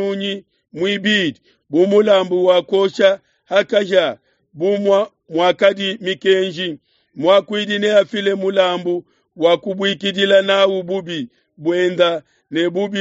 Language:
Luba-Lulua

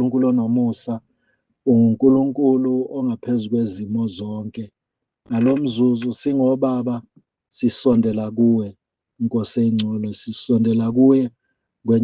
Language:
Zulu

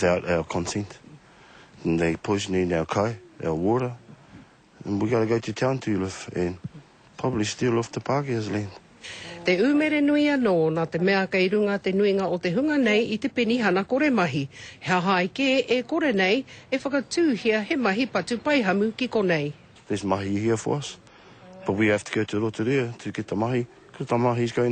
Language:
Māori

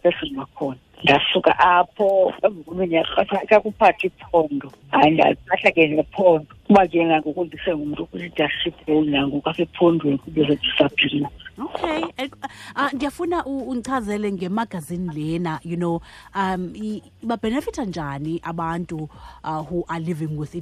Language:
Xhosa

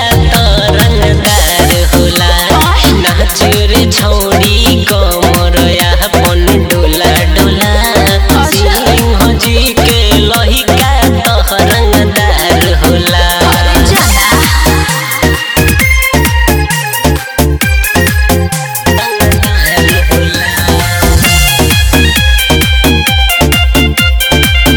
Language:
Bhojpuri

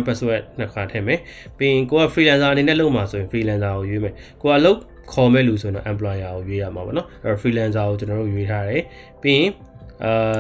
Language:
Burmese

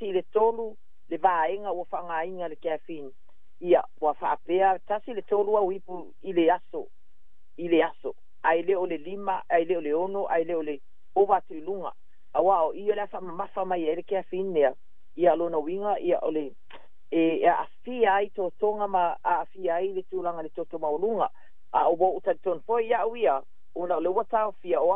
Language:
Samoan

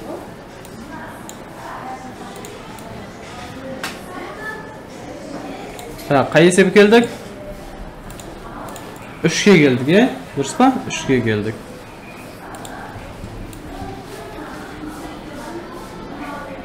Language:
Kazakh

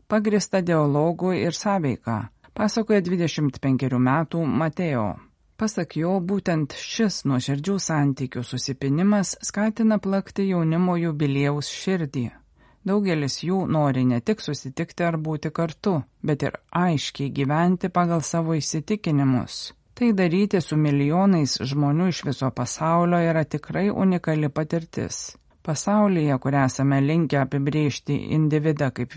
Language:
Lithuanian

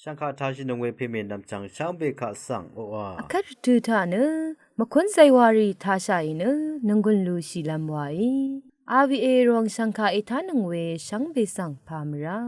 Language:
Rawang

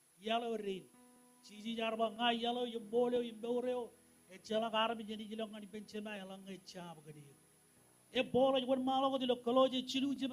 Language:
Marshallese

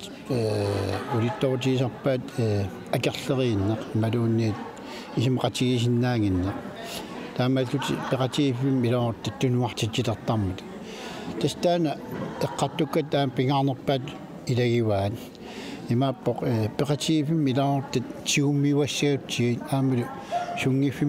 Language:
Kalaallisut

